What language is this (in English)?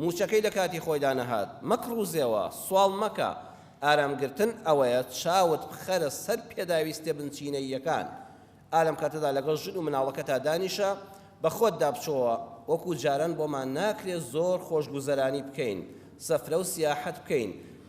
Central Kurdish